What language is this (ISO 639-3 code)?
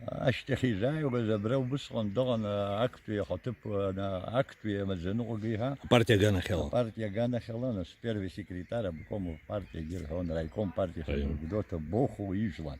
abk